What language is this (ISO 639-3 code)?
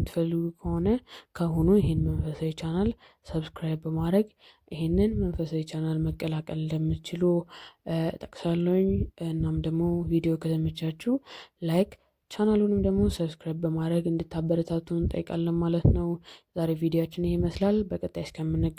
amh